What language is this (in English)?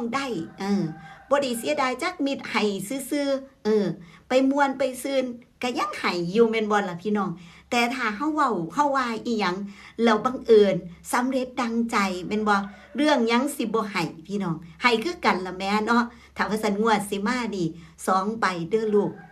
Northeastern Thai